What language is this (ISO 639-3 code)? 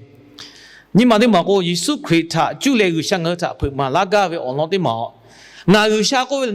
lhu